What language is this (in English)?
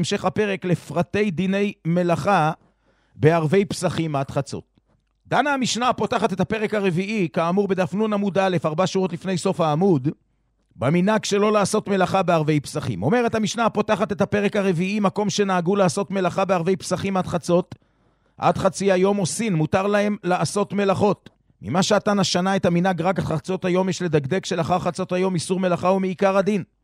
Hebrew